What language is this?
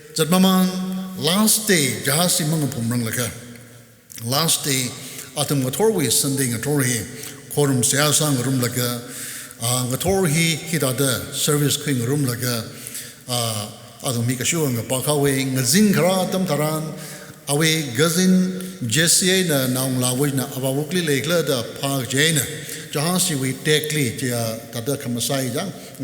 Tangkhul Naga (India)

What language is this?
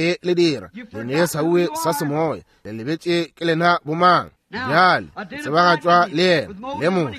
Northern Sotho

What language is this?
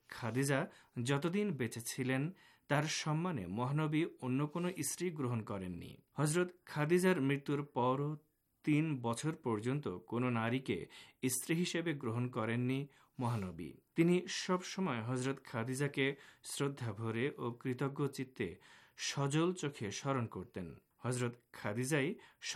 Bangla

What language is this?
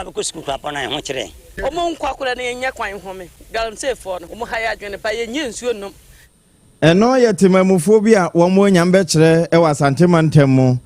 Akan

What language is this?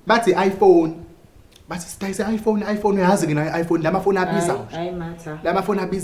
Zulu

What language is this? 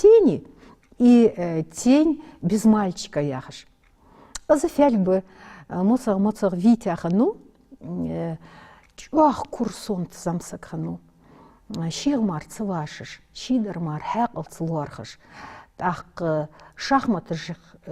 Ingush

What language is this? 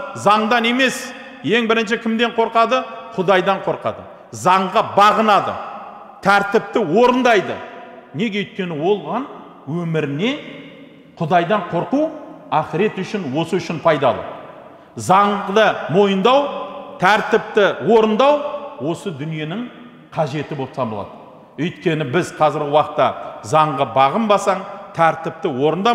Kazakh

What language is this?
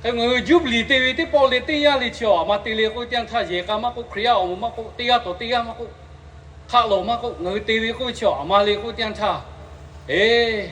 Lahu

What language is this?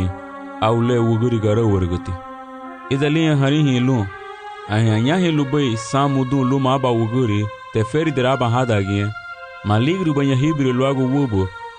Garifuna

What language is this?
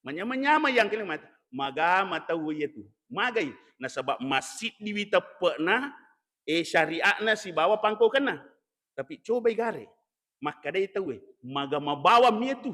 Buginese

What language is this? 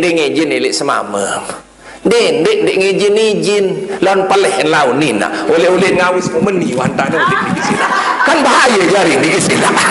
Sasak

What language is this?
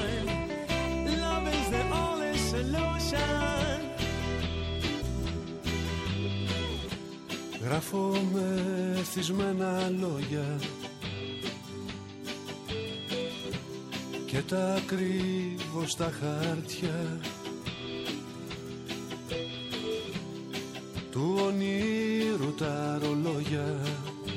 Greek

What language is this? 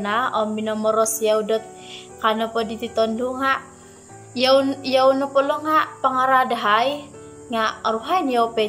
Central Dusun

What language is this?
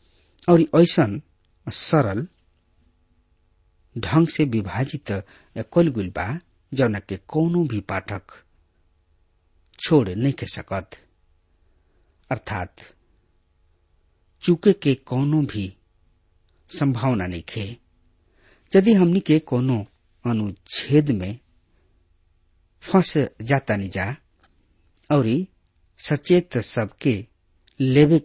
Bhojpuri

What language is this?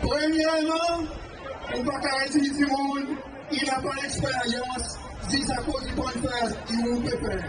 Seselwa Creole French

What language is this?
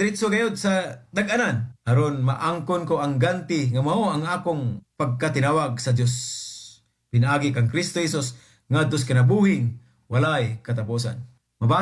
Cebuano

